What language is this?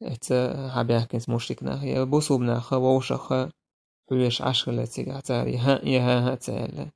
Chechen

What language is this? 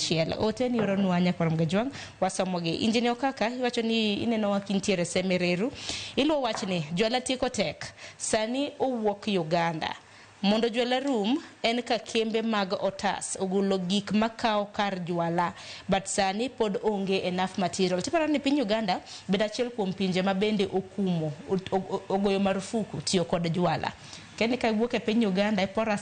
Luo (Kenya and Tanzania)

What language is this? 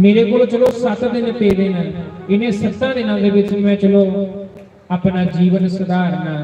Dogri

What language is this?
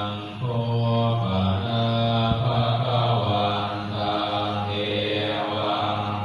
Pali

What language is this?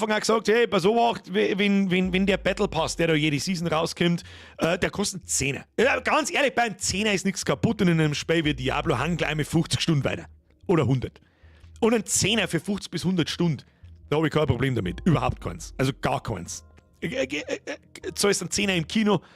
Bavarian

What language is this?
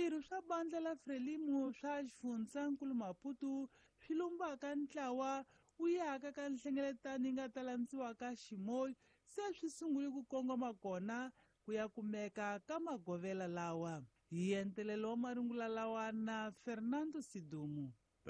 Tsonga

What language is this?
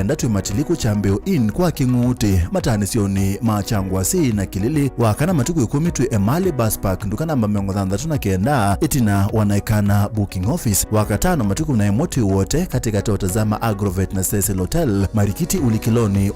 Kamba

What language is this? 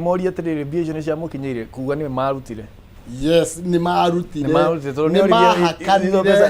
Kikuyu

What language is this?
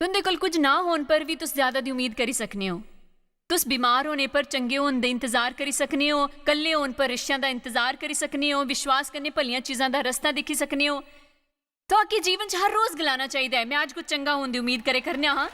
Dogri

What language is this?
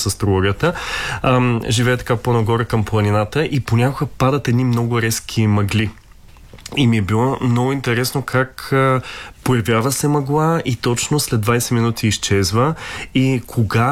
Bulgarian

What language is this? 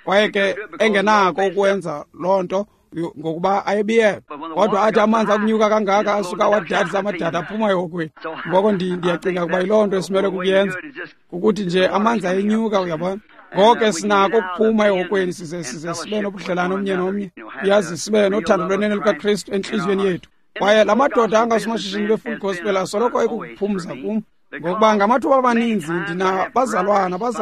Xhosa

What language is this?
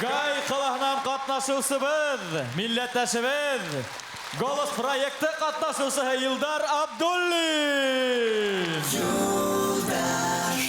Bashkir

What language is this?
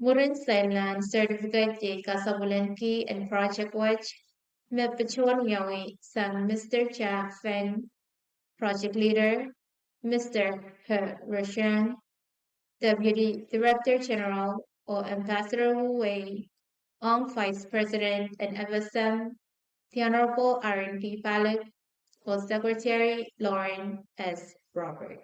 Pohnpeian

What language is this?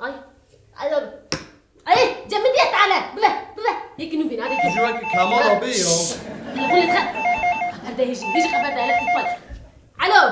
Kurdish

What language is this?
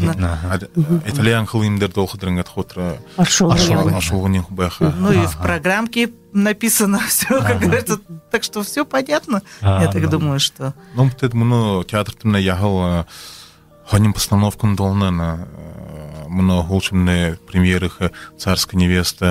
Buriat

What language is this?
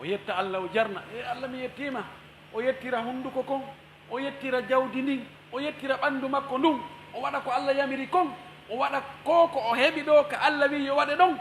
Fula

